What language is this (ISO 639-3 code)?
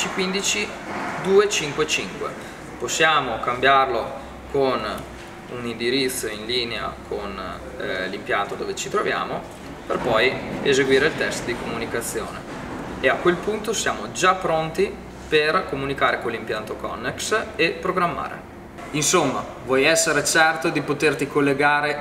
ita